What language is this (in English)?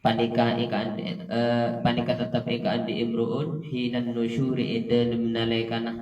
Madurese